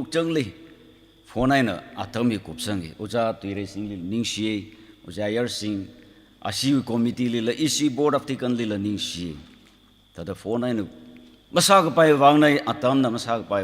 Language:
Tangkhul Naga (India)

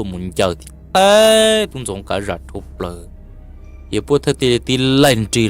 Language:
Hmong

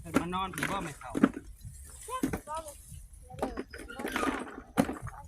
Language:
Northeastern Thai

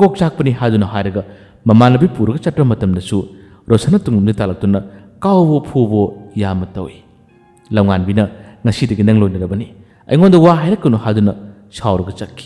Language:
Manipuri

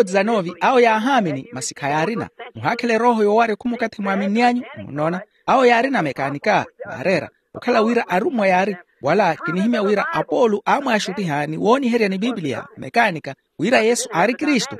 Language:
Makhuwa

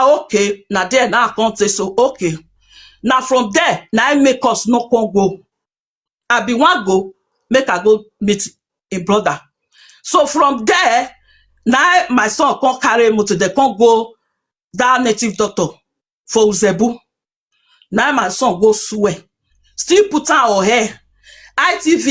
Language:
Nigerian Pidgin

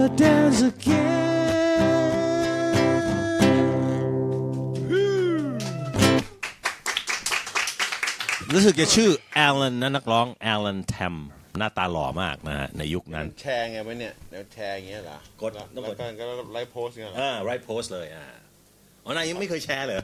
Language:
Thai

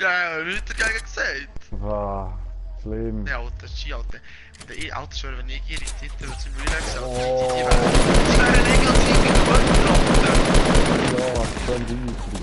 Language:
Swiss German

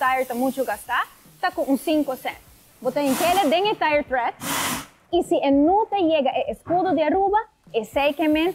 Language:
Papiamento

